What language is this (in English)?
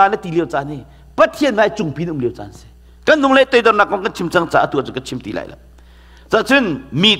Hakha Chin